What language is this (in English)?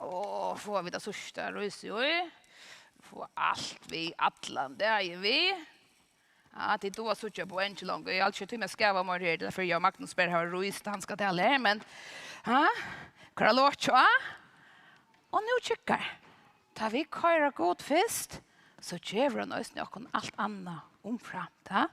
Faroese